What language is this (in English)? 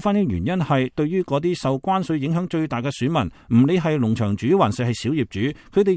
Cantonese